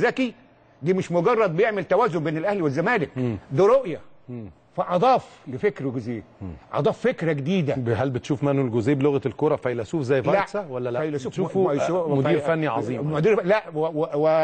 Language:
Egyptian Arabic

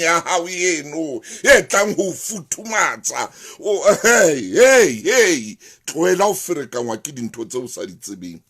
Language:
Southern Sotho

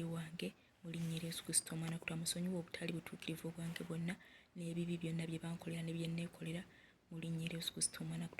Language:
Ganda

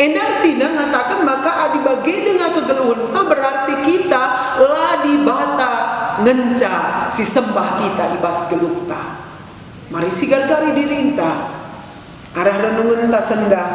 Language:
Batak Karo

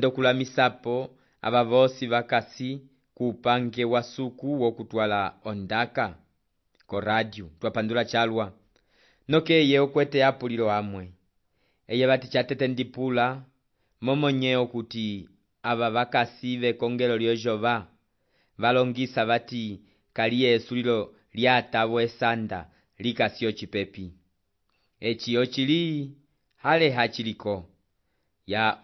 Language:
Umbundu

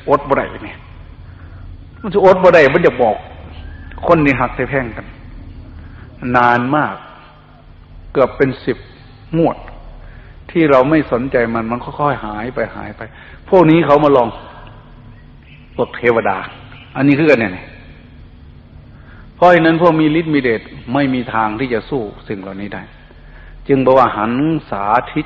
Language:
Thai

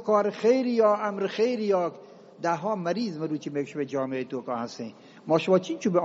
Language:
Eastern Balochi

